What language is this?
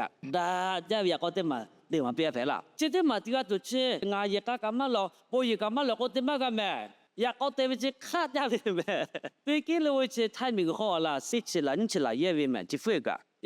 Lahu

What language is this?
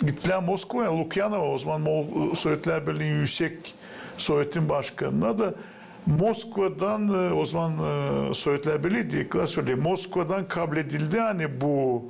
Gagauz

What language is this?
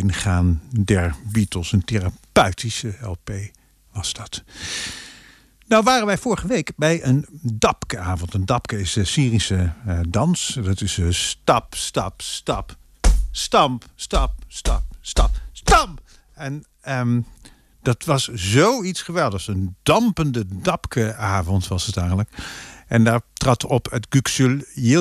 Dutch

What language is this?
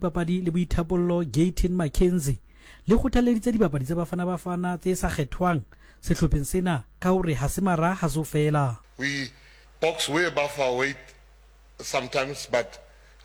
Southern Sotho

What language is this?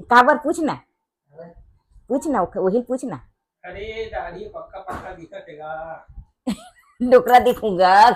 Chhattisgarhi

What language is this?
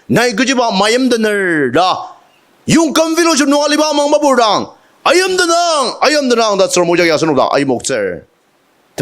Ao Naga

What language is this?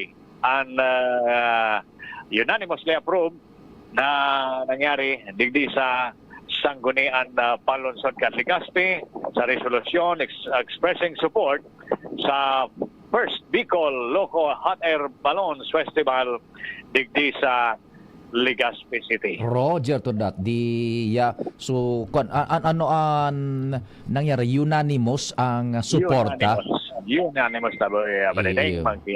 Bikol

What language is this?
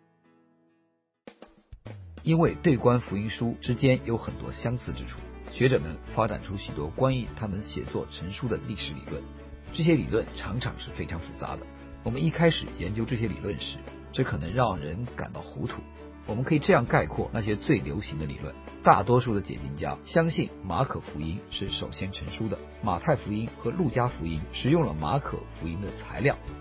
Chinese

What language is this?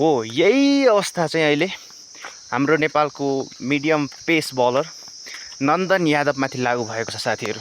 Nepali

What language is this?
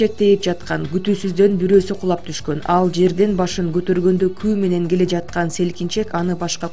Kyrgyz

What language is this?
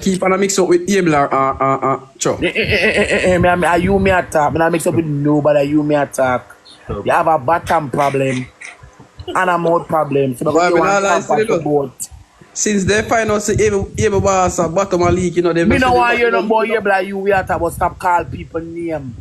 Jamaican Creole English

